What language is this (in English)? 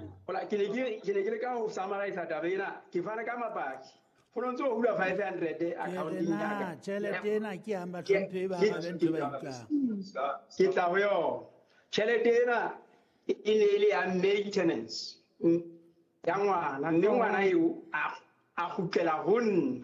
Southern Sotho